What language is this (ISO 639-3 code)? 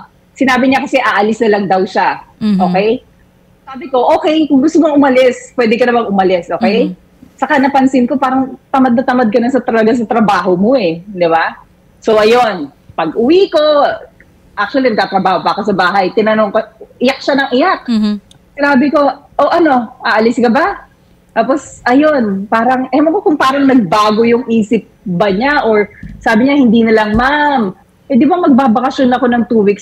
fil